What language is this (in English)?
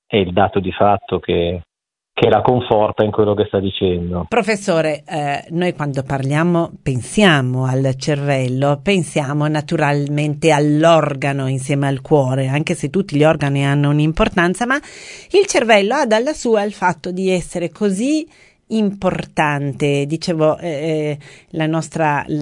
Italian